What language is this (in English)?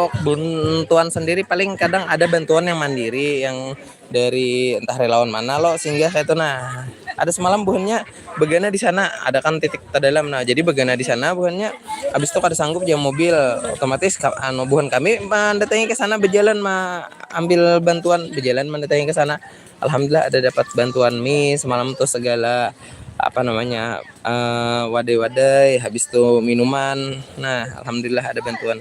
Banjar